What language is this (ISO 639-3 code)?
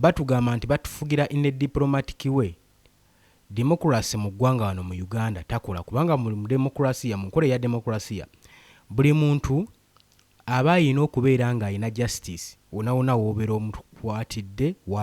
lug